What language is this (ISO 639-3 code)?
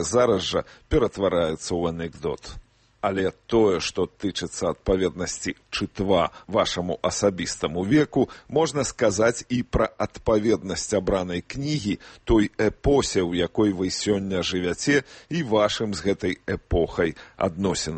bel